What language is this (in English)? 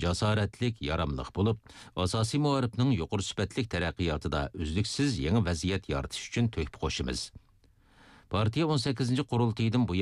Uyghur